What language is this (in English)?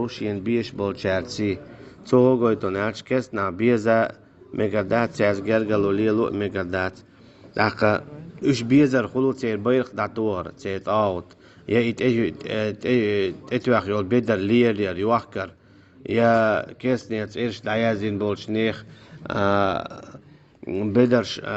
Chechen